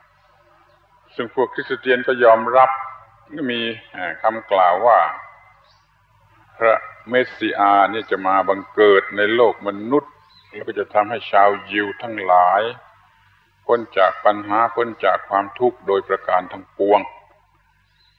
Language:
Thai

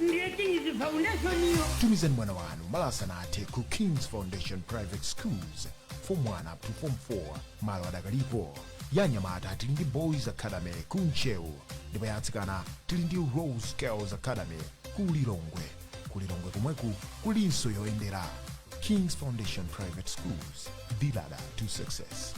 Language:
Nyanja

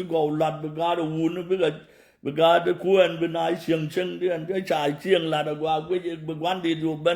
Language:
Nuer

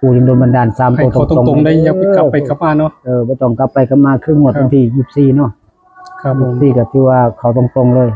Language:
Northeastern Thai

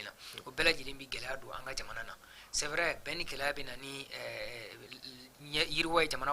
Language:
Bambara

